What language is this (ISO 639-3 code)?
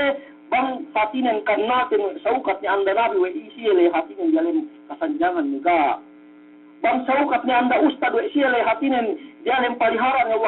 yka